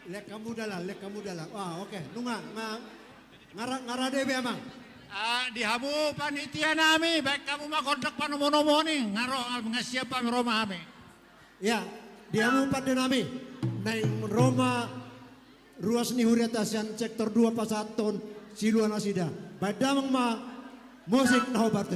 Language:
Batak Toba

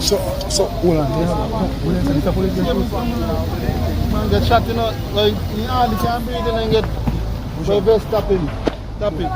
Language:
Jamaican Creole English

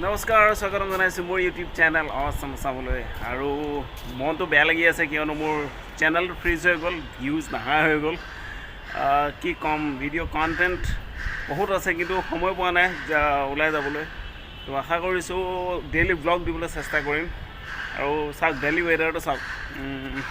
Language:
Assamese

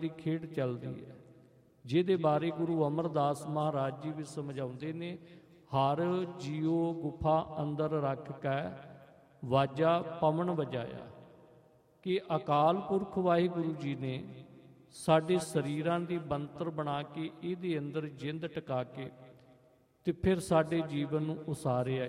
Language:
Punjabi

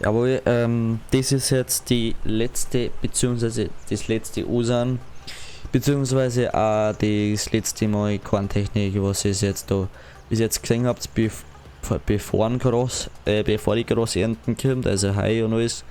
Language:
Bavarian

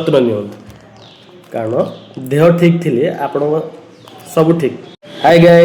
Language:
Odia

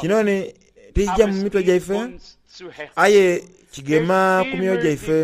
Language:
Soga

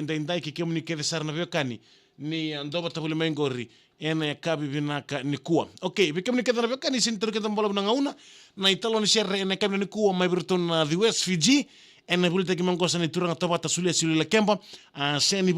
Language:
Fijian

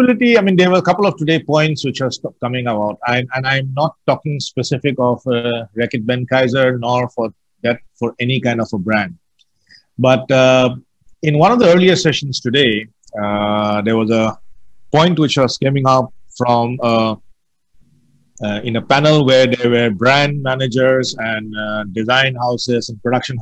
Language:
English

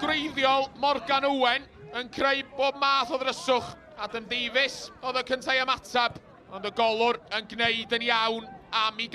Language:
Welsh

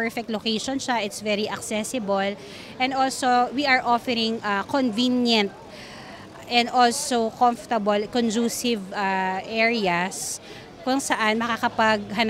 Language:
Bikol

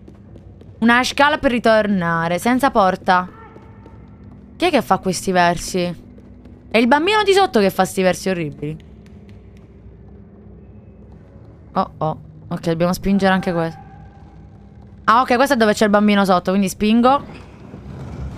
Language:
Italian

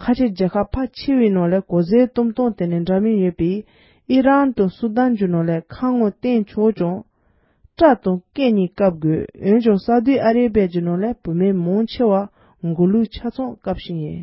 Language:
Tibetan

